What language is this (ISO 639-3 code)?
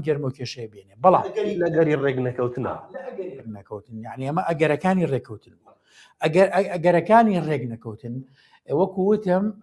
ckb